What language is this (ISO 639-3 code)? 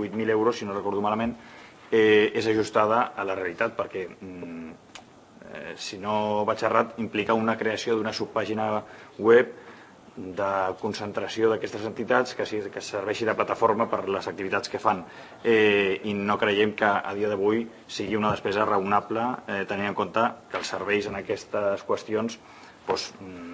cat